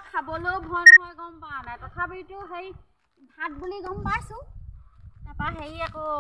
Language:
Assamese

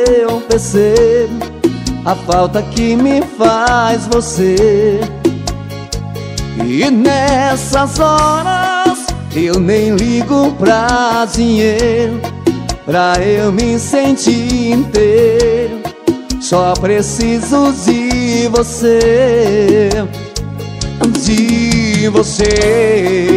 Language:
Portuguese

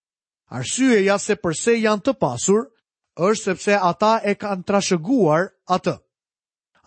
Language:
Albanian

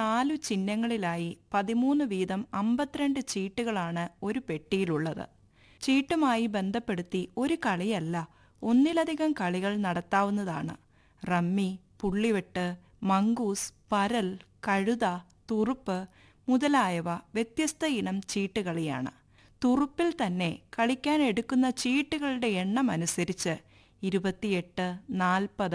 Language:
Malayalam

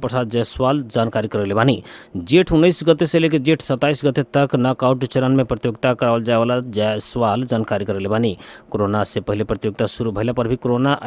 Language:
Bhojpuri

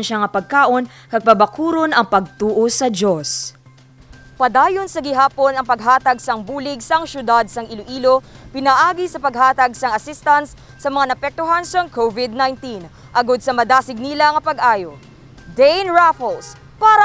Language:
Hiligaynon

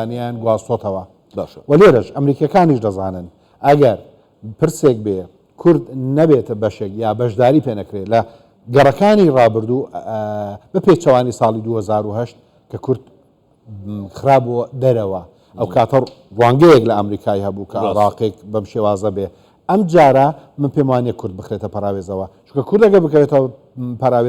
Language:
Central Kurdish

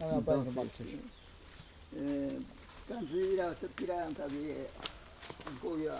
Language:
Ashéninka Perené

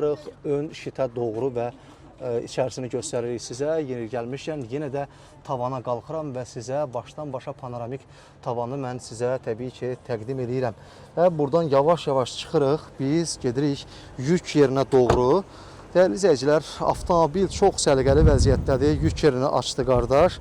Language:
Azerbaijani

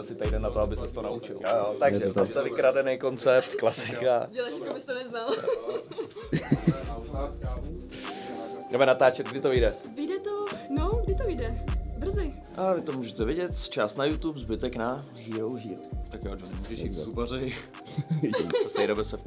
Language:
Czech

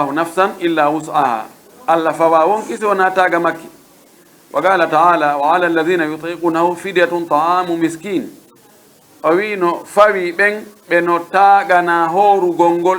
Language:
Pular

